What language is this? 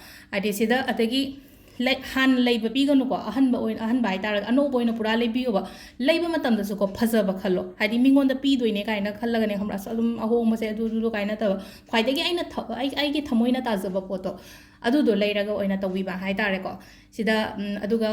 Manipuri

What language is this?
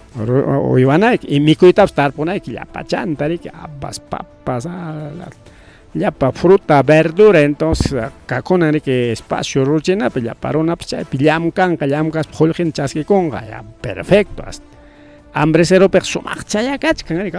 Ayacucho Quechua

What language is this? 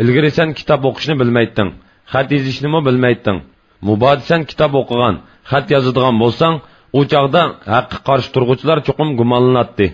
Uyghur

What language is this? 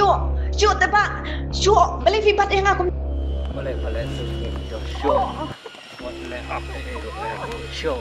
Khasi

